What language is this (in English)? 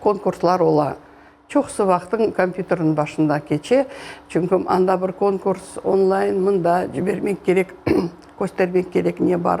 Crimean Tatar